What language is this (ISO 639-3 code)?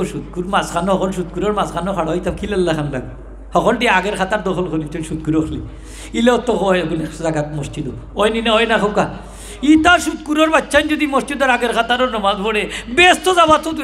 syl